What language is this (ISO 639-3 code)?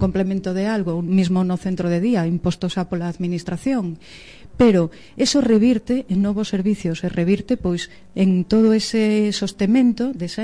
glg